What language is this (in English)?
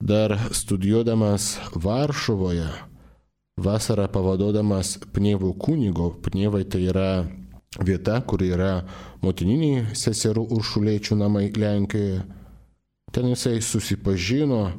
Lithuanian